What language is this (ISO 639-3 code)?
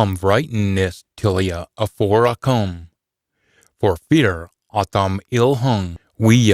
sco